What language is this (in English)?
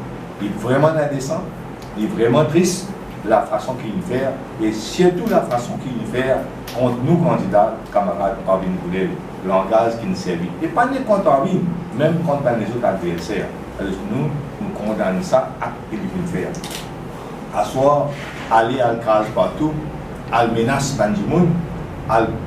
Morisyen